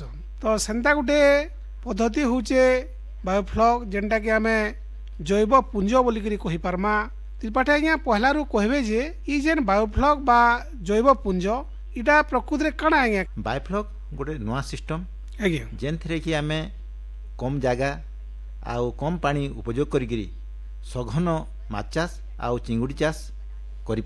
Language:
Odia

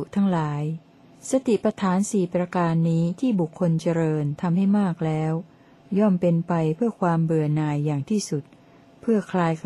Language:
Thai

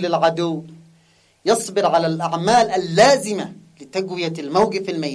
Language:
Arabic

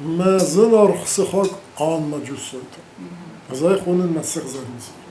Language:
Ossetic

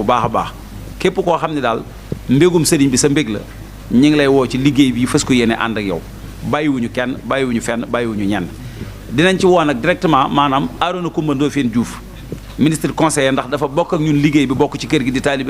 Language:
Wolof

